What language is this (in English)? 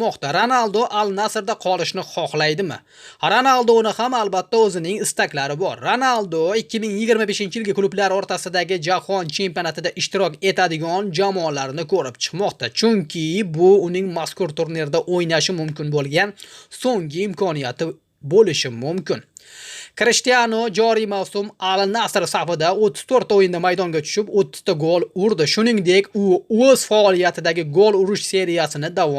Uzbek